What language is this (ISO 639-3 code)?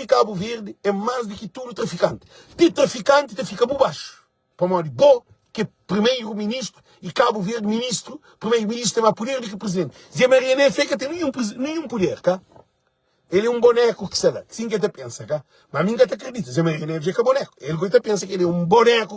kea